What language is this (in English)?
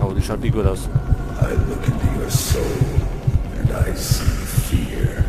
Bavarian